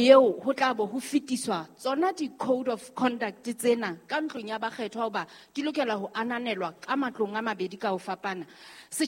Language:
Southern Sotho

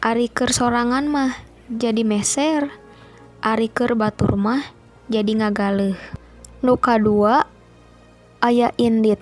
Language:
Sundanese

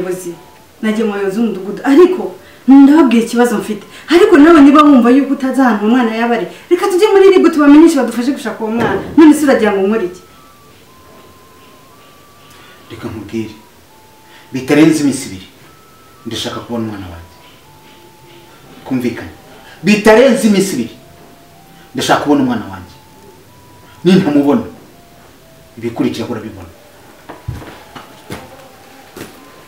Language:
Kinyarwanda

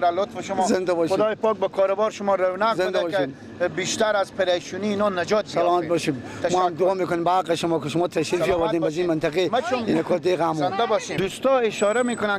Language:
Persian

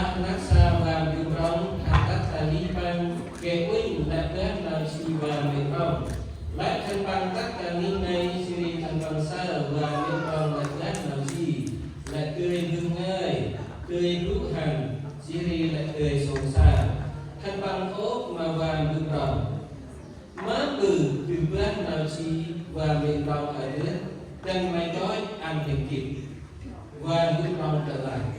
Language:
Central Mnong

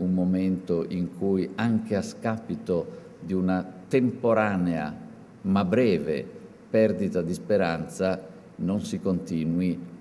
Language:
Italian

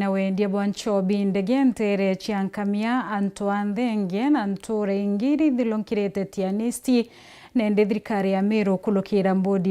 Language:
Meru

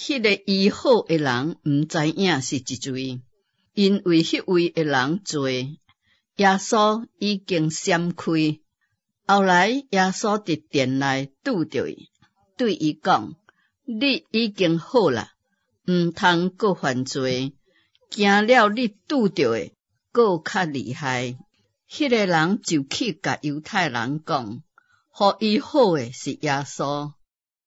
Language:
Min Nan Chinese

